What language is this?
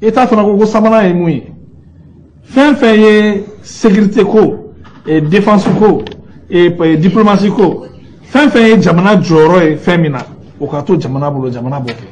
Bambara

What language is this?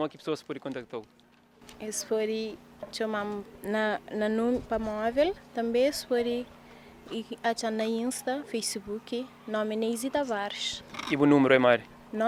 Kabuverdianu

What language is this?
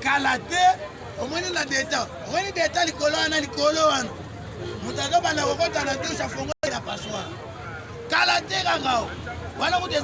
Lingala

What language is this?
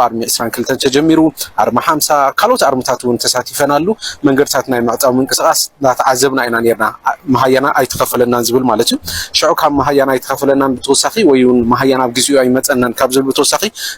Tigrinya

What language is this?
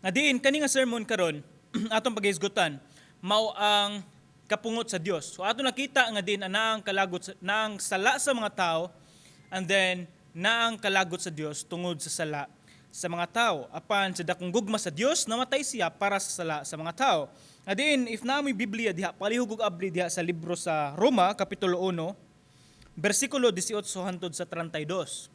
Cebuano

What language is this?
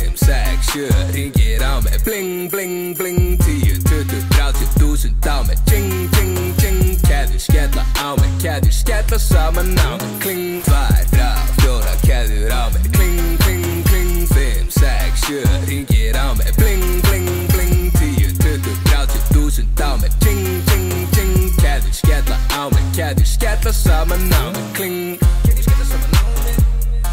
Icelandic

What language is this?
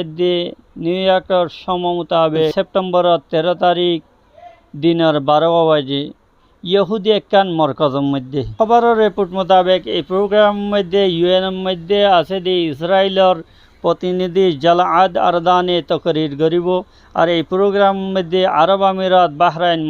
Rohingya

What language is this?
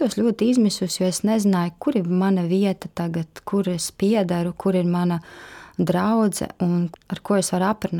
Latvian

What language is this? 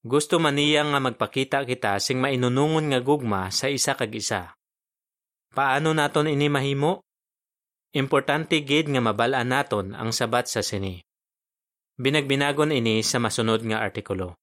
Hiligaynon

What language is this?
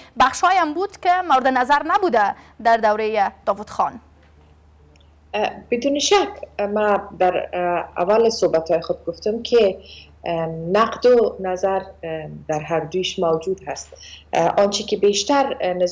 Persian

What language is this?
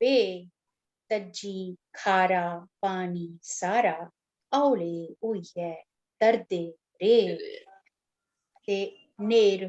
Dogri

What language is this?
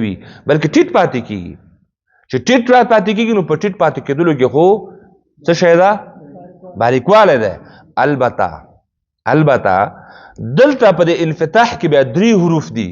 Pashto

